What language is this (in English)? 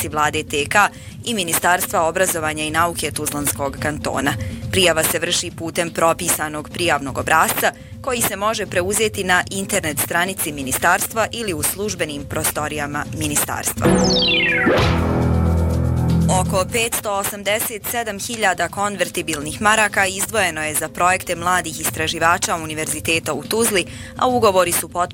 Bosnian